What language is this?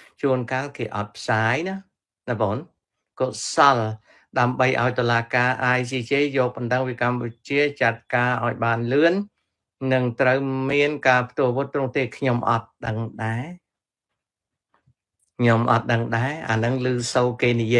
Khmer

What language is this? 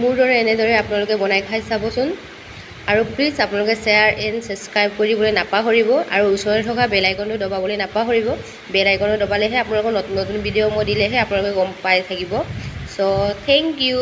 Assamese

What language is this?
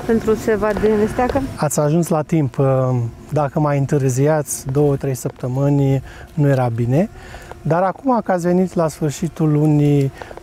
Romanian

